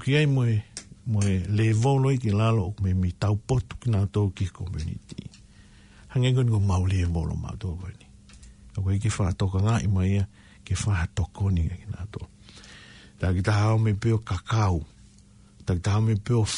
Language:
Tongan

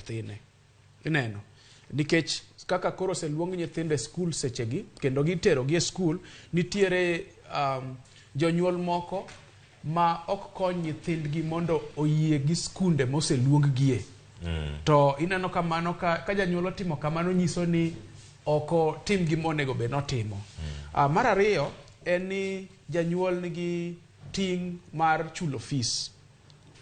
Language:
Luo (Kenya and Tanzania)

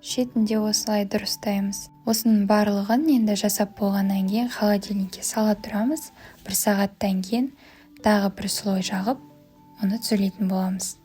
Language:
Kazakh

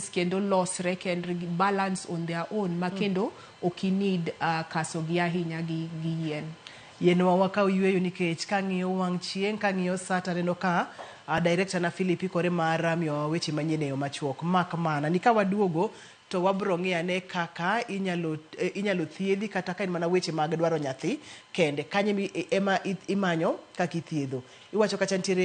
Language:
Luo (Kenya and Tanzania)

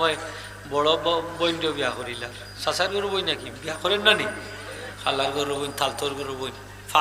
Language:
Sylheti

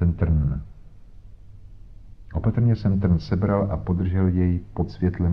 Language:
Czech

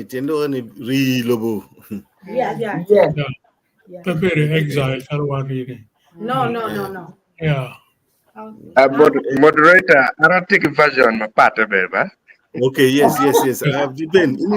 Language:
Acoli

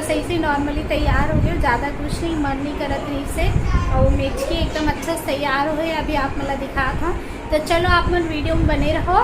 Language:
Chhattisgarhi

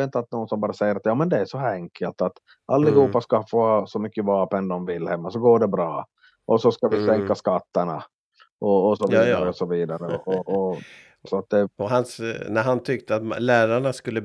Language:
Swedish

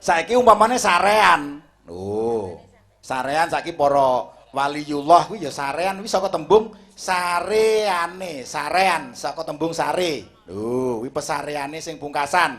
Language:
Javanese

